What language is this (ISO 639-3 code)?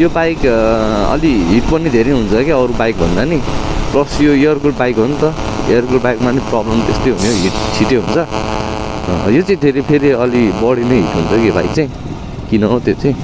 nep